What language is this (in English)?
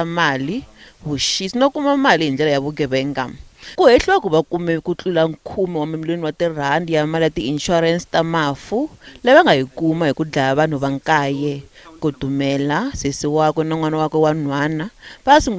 Tsonga